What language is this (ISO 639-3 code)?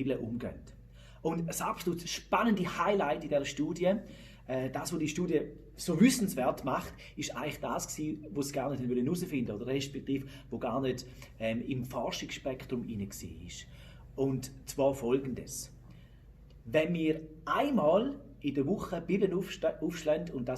gsw